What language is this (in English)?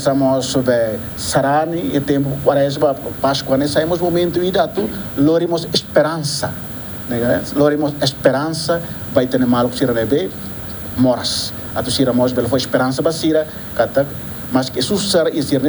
Tetum